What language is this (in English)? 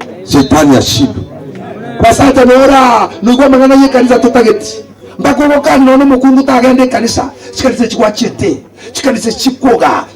Gusii